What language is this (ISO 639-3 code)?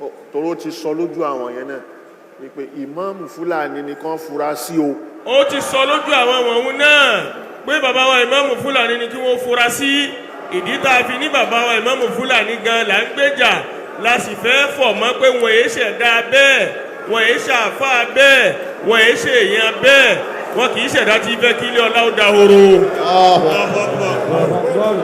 yor